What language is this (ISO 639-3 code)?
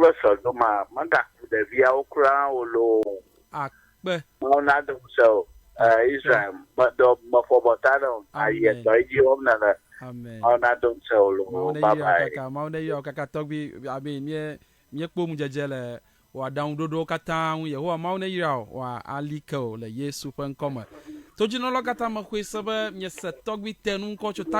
ewe